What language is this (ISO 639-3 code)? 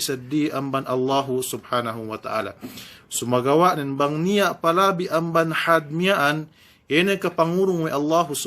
yka